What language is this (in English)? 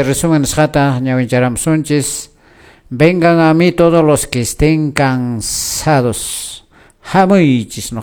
Quechua